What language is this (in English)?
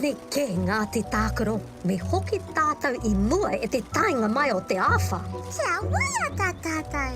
Māori